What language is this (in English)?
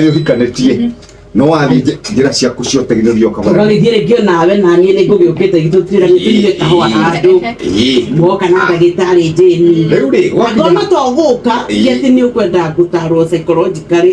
Kikuyu